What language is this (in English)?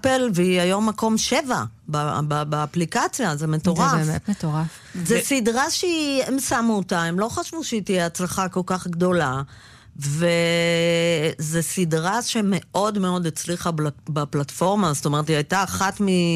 Hebrew